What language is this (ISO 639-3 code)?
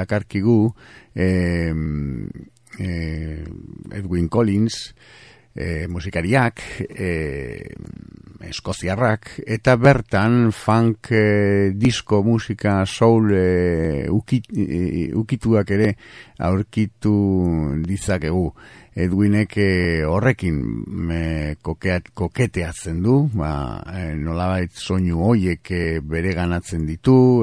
eus